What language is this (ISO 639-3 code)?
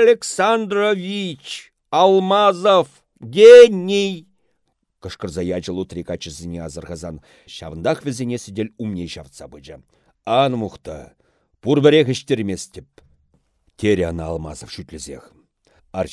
chv